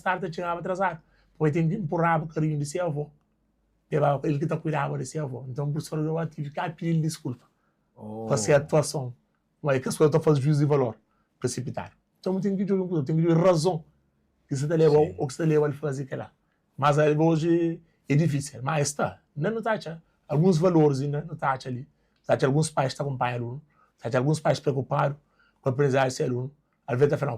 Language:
Kabuverdianu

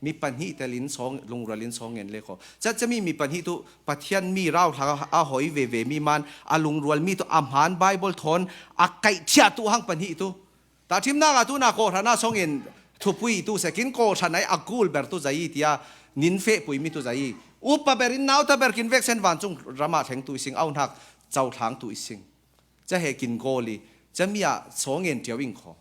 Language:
Falam Chin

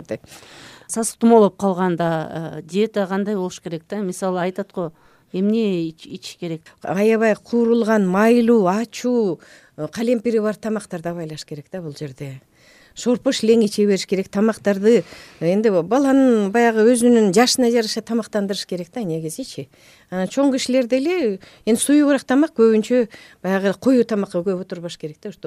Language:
Kyrgyz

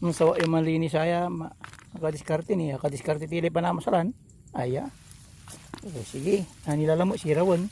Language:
Pangasinan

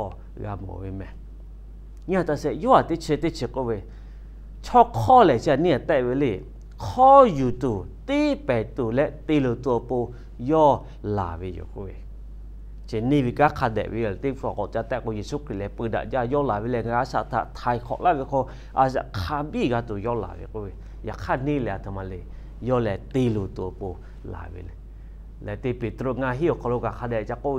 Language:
Lahu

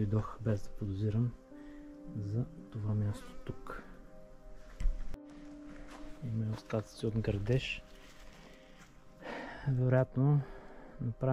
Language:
Bulgarian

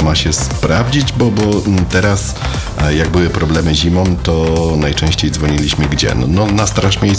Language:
Polish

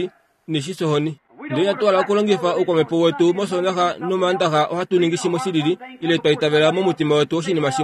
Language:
Kuanyama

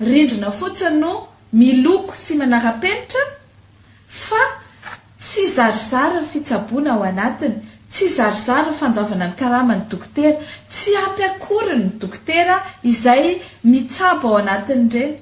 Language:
Malagasy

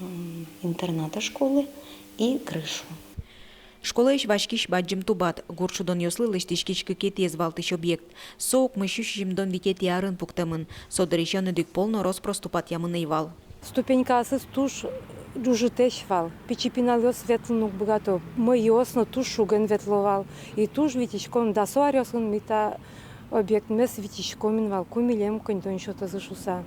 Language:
Udmurt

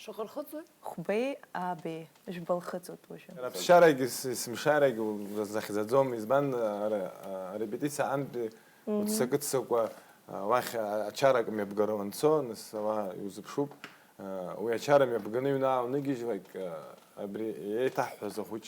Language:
Abkhazian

